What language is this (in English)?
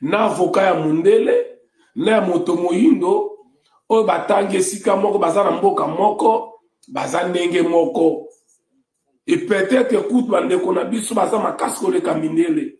Lingala